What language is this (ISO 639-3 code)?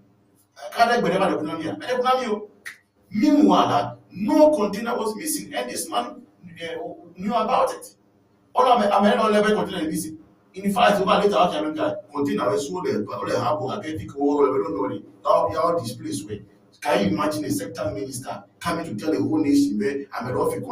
ewe